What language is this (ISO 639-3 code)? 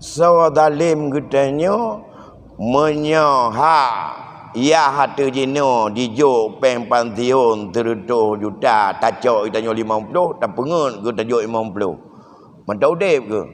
ace